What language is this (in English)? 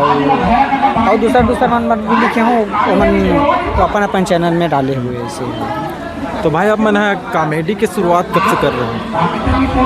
Chhattisgarhi